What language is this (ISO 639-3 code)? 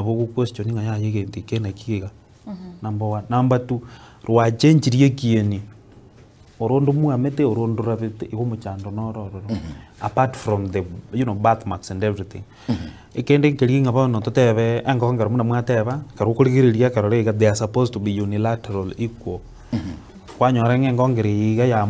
guz